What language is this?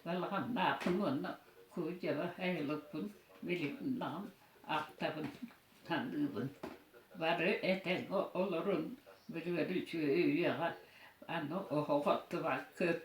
Yakut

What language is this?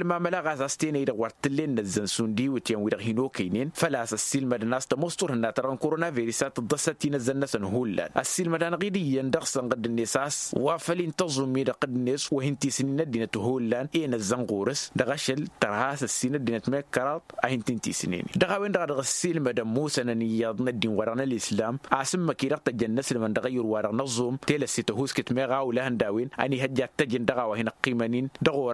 Tamasheq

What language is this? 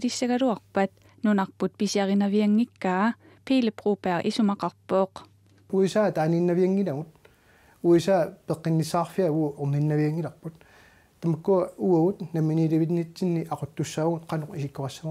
Kalaallisut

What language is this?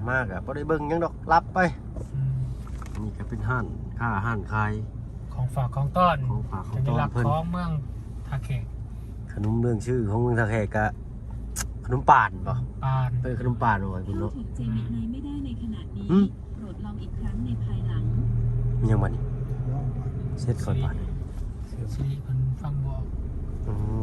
Lao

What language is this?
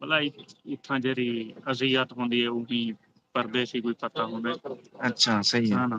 Saraiki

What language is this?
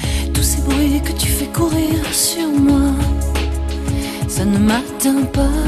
French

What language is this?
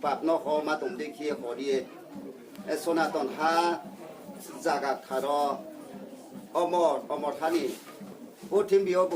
Riang (India)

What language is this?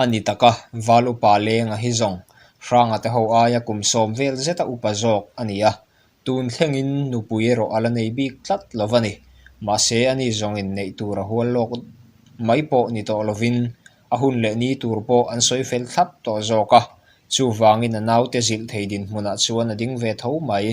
Mizo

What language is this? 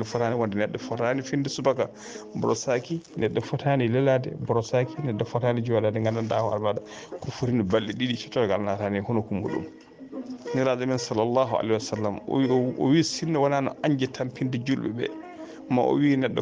Fula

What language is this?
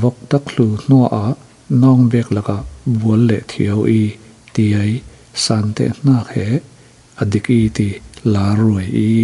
Falam Chin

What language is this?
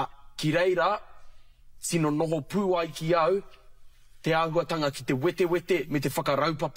Māori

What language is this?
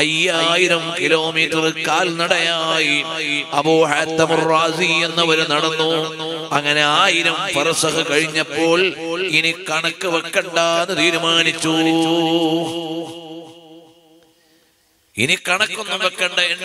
Malayalam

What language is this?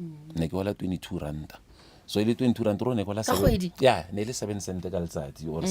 Northern Sotho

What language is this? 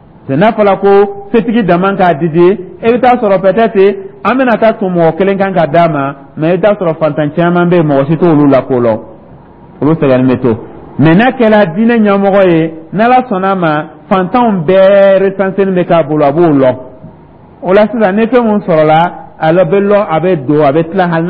Dyula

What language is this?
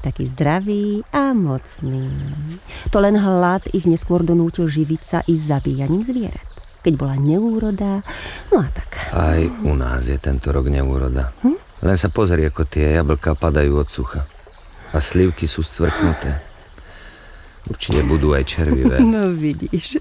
Slovak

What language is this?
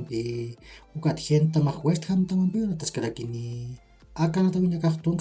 Aymara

